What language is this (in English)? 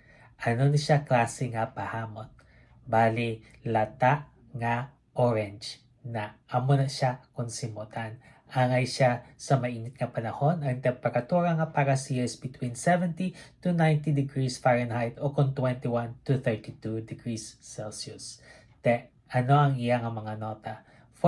Hiligaynon